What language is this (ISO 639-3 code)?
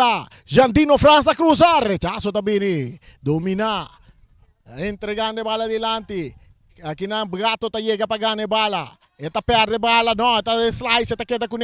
pap